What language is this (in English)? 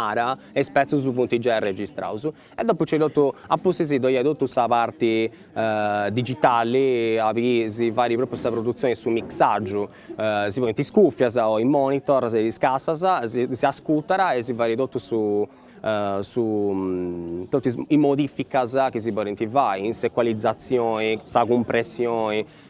Sardinian